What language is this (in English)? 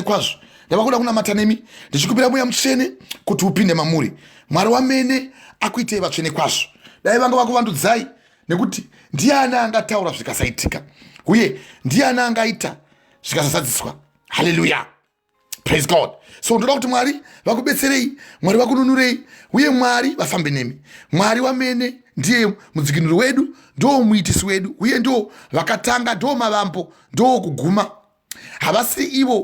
Shona